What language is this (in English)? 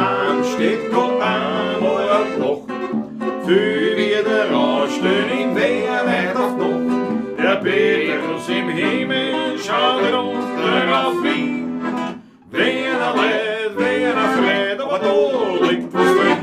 Bavarian